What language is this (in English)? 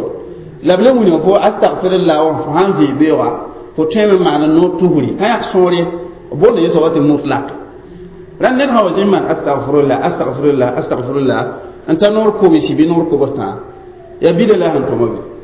Mossi